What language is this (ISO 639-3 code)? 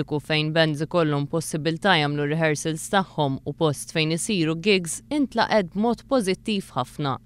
mlt